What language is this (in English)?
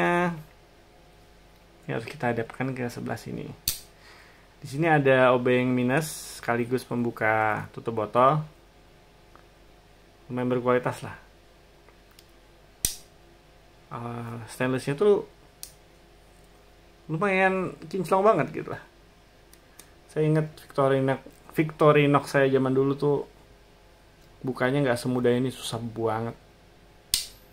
Indonesian